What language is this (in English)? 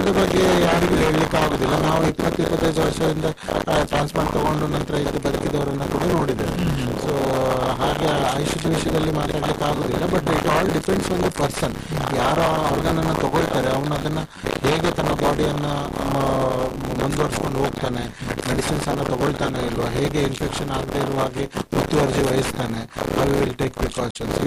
Kannada